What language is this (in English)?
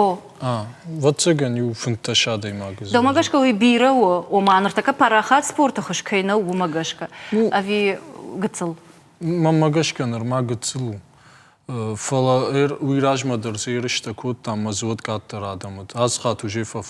Ossetic